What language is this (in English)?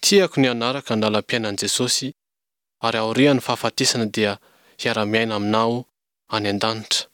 Malagasy